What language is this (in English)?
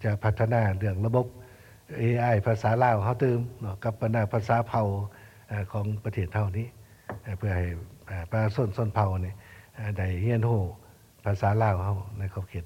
Lao